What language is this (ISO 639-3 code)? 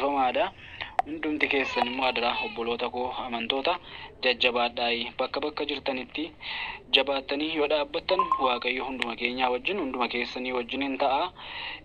orm